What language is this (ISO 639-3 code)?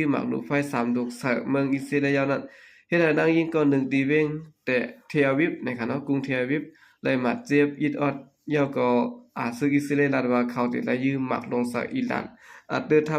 shn